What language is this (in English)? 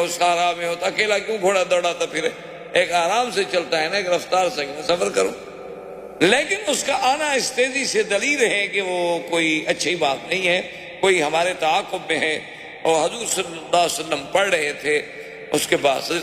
Urdu